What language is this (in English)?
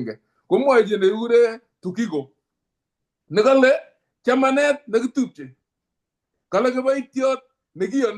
Kalenjin